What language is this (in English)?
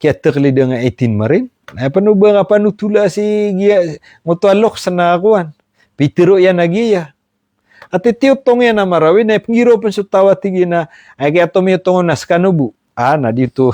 Maranao